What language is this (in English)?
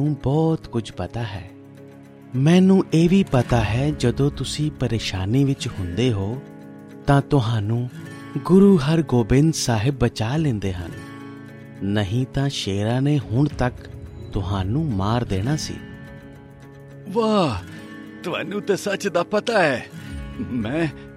Punjabi